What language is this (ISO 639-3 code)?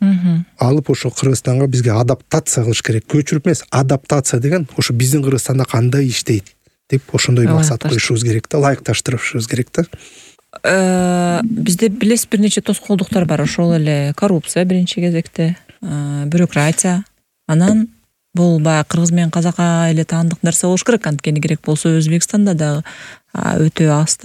kir